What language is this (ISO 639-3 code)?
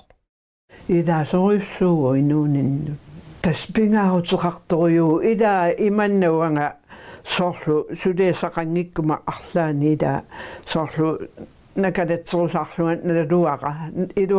kal